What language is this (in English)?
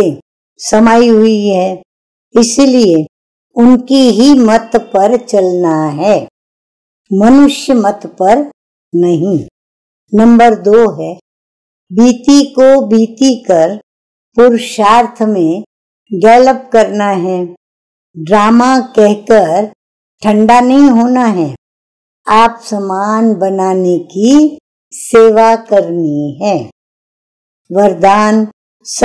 Hindi